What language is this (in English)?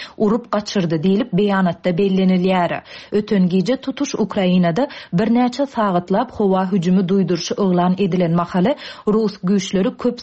Turkmen